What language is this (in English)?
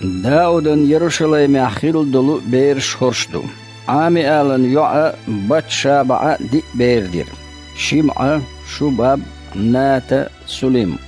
Chechen